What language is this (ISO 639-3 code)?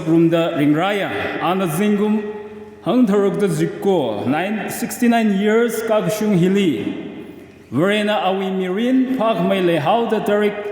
nmf